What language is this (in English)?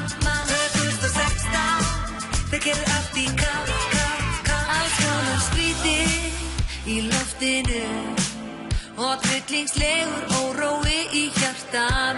Icelandic